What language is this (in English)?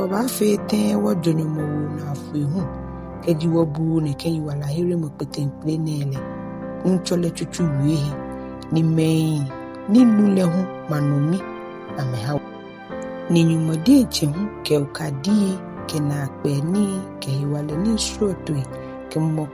Ga